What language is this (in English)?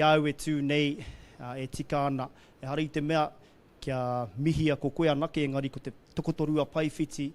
Māori